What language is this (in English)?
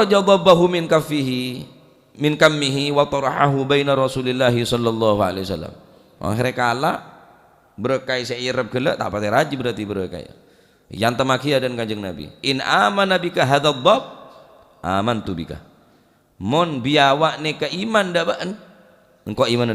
Madurese